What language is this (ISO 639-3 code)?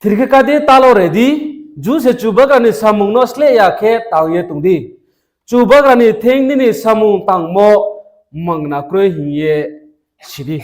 ria